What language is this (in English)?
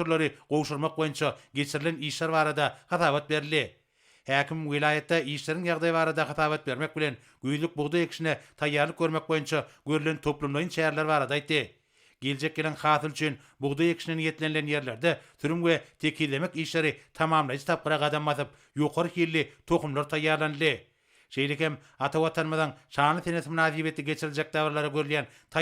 Turkmen